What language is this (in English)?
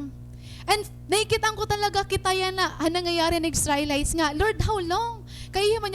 Waray